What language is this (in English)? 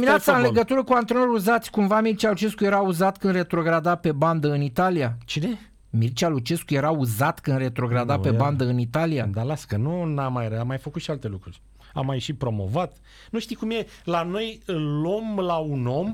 Romanian